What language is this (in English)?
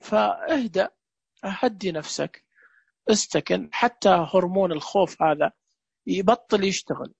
Najdi Arabic